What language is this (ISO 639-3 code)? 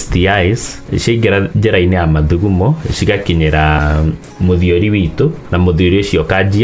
kik